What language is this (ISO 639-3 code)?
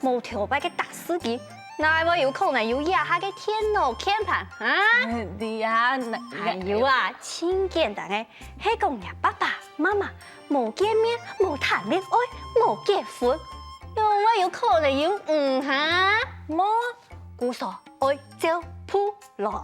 hak